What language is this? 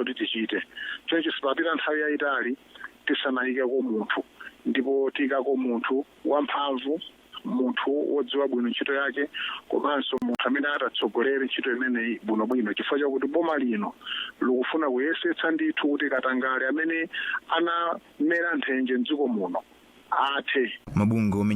Nyanja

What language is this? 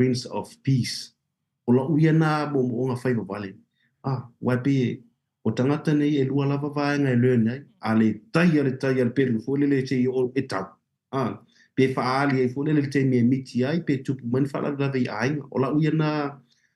Samoan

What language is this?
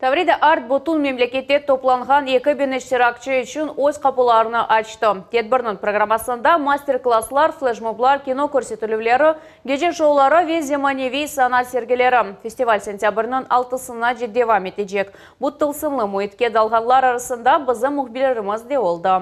Crimean Tatar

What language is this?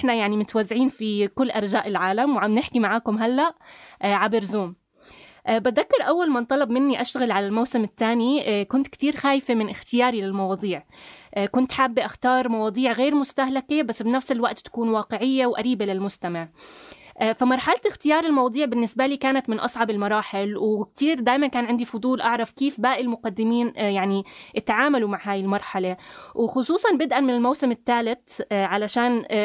North Levantine Arabic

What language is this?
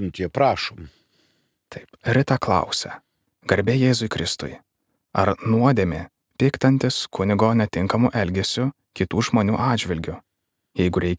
Lithuanian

